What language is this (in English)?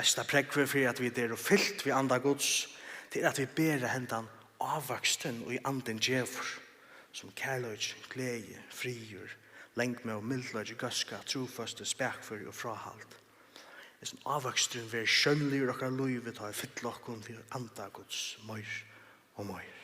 Faroese